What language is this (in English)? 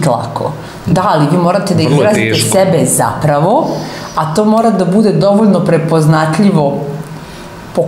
Serbian